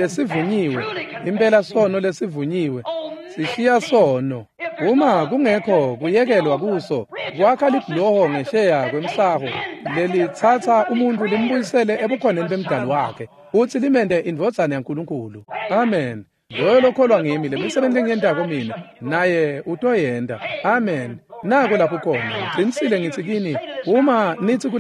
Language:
Swati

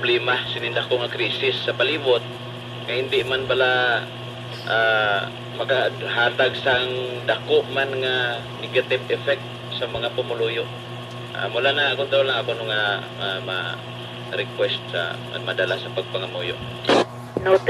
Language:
Hiligaynon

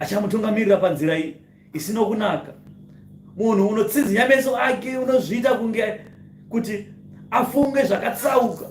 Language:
Shona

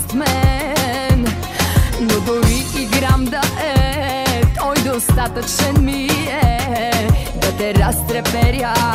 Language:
Bulgarian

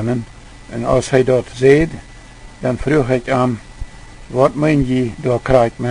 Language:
Plautdietsch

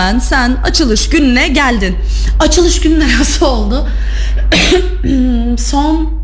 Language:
Turkish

